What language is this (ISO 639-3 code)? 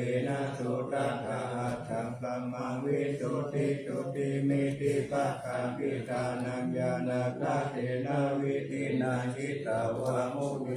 pli